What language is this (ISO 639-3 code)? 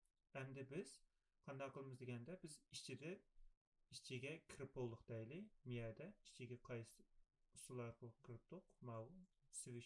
uig